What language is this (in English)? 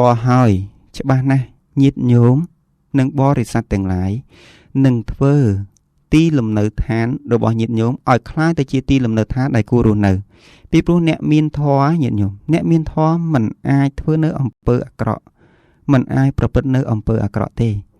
Khmer